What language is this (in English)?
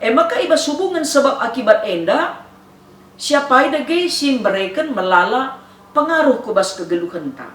Batak Karo